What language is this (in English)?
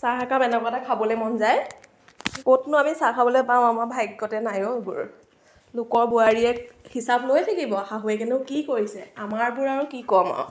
Assamese